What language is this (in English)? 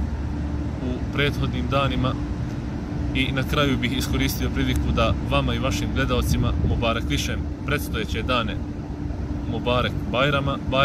Bosnian